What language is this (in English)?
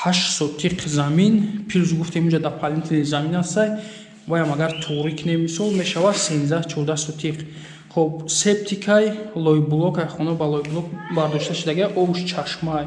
Tajik